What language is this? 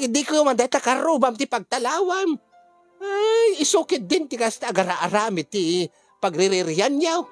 Iloko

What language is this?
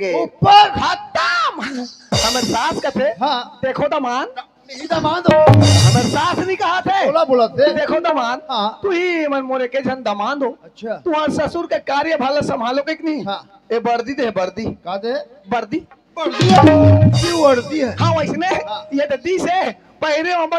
Chhattisgarhi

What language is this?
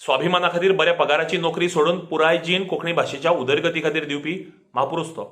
Konkani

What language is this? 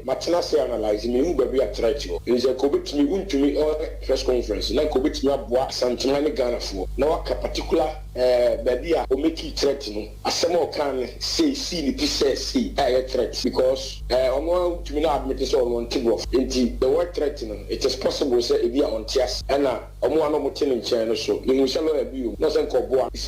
Akan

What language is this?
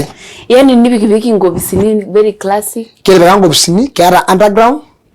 Masai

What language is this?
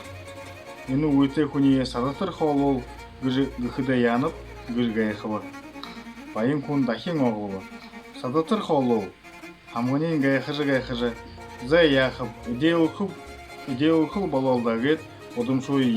Buriat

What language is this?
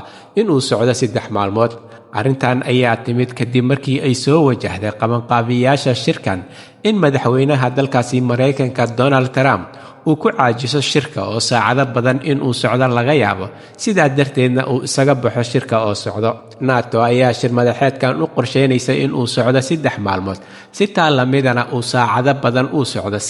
Somali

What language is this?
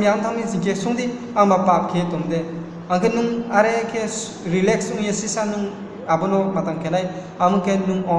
Riang (India)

